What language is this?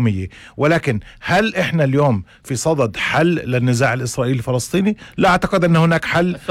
North Levantine Arabic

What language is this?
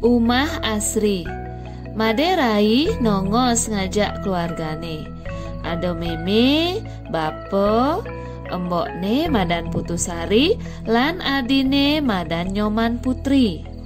Balinese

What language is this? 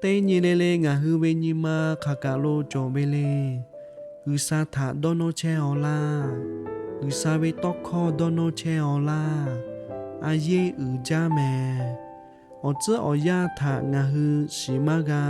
Lahu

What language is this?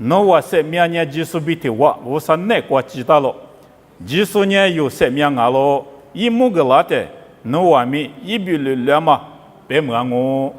Lisu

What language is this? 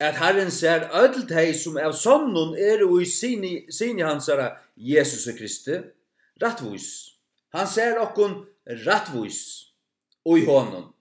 Faroese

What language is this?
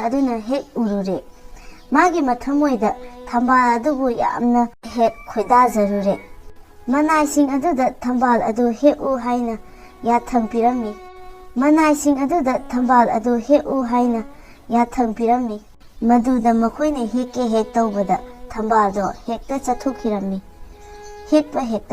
Manipuri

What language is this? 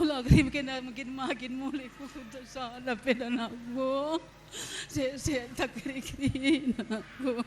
Batak Karo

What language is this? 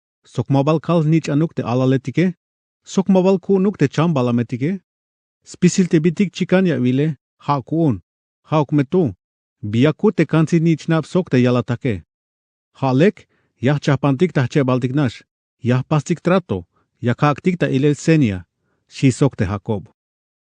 Tzeltal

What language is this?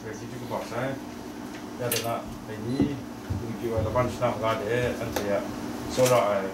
Kachin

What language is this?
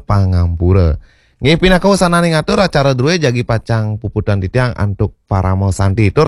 Balinese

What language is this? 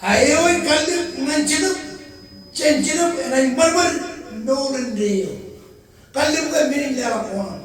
Marshallese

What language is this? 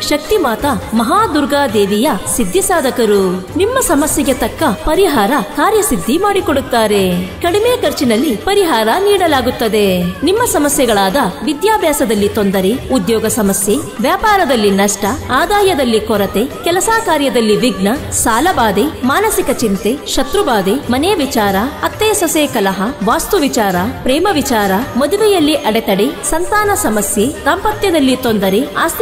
Kannada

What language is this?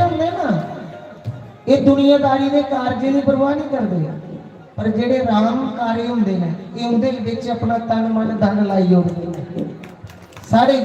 Dogri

